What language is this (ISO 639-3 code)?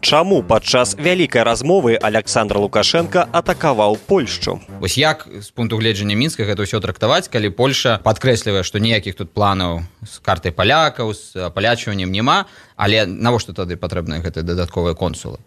bel